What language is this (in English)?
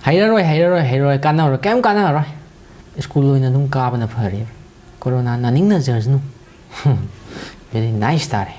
Manipuri